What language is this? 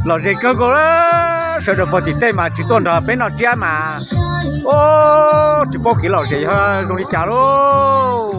Hmong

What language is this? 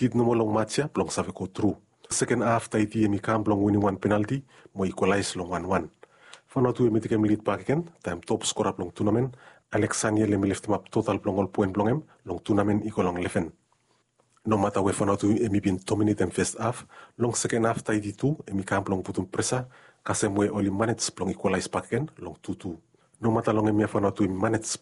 Bislama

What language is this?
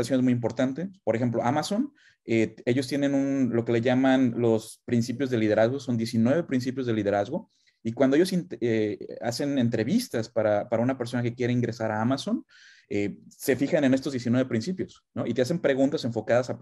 Spanish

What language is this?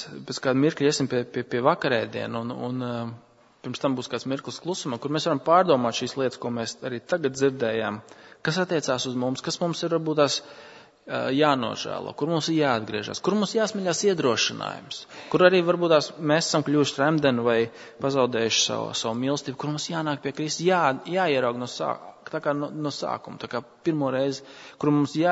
Latvian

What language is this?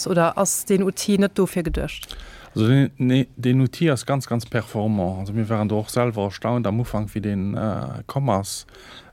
Luxembourgish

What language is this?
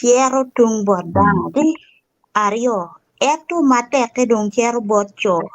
Acoli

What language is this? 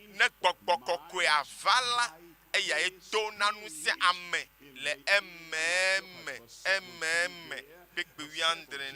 Ewe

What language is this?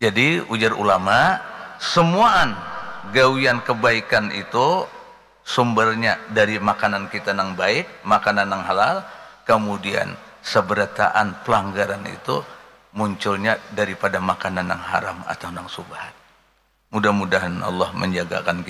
Banjar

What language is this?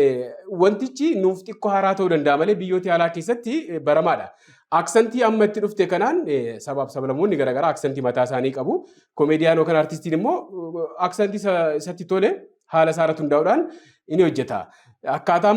Oromo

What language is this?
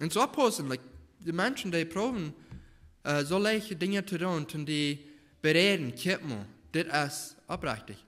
Plautdietsch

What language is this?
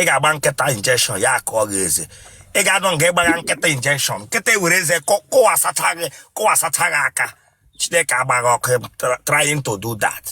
Igbo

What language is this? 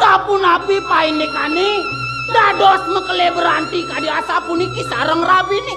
Balinese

